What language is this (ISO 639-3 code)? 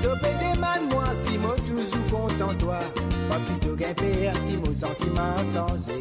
mfe